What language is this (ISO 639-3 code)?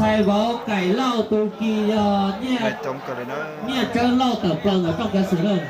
hmn